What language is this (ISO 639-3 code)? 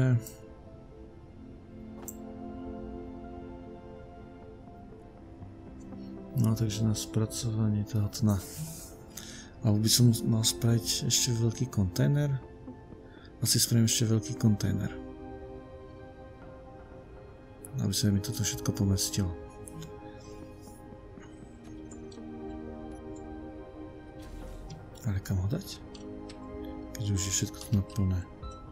slk